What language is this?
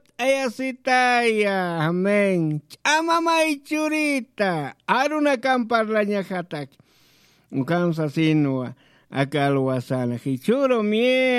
Aymara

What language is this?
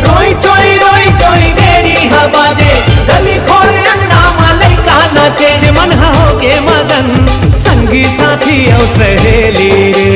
Chhattisgarhi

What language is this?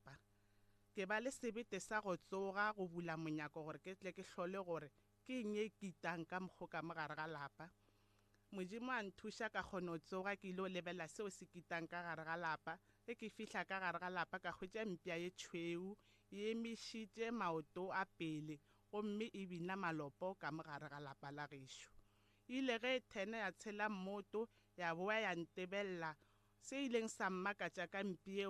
Northern Sotho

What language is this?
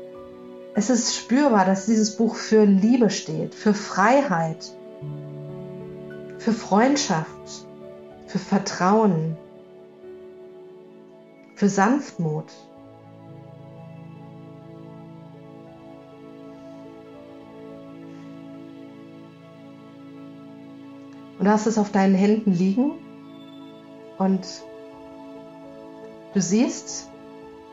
German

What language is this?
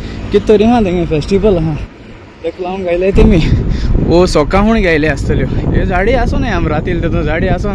Konkani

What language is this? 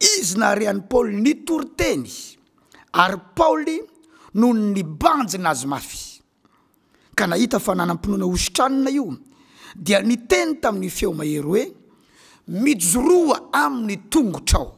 Malagasy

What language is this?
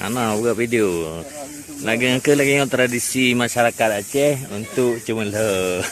Achinese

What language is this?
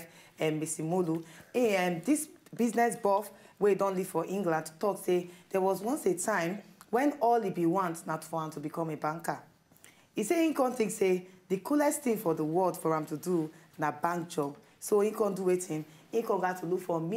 Nigerian Pidgin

